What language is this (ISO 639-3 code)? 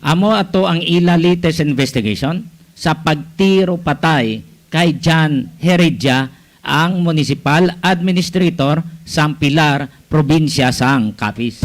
hil